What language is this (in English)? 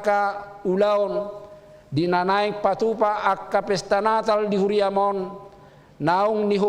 Batak Toba